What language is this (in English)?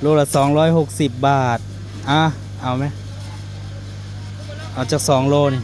Northeastern Thai